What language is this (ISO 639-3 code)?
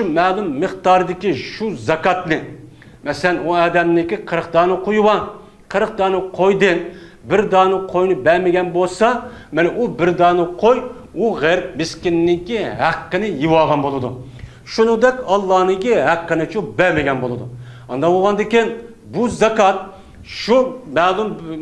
uig